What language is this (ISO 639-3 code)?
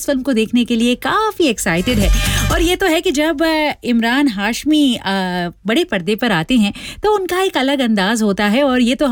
hin